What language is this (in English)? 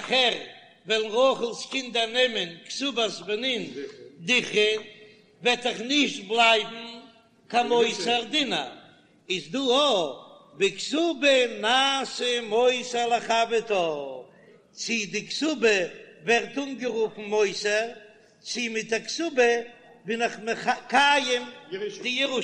Yiddish